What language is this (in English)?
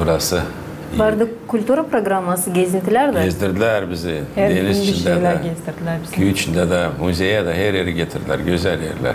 Gagauz